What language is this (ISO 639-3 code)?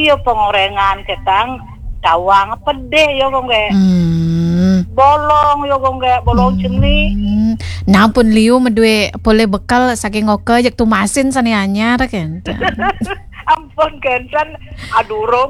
ban